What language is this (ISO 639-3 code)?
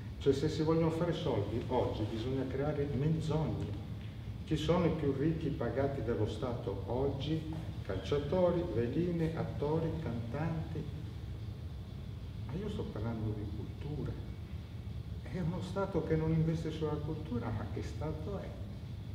ita